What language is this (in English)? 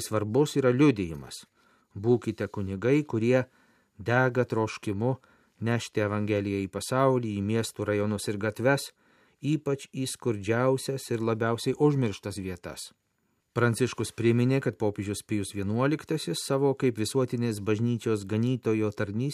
Lithuanian